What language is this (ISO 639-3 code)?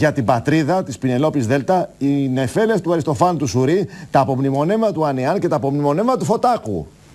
ell